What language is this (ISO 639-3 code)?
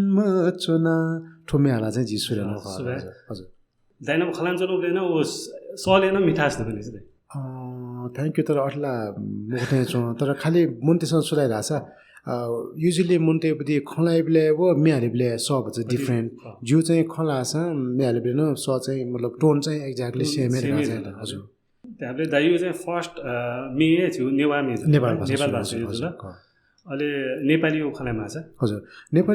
new